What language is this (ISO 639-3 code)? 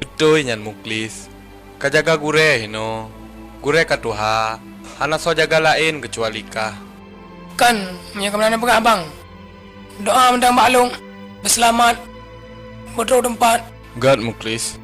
ace